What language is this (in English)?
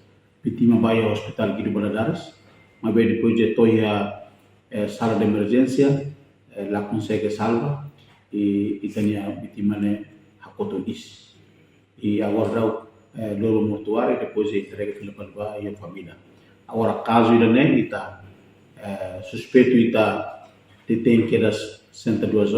Tetum